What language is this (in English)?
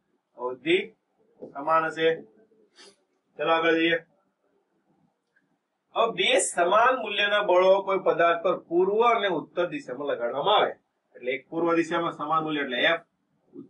Gujarati